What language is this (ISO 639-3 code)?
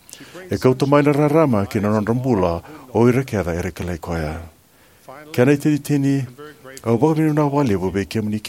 fij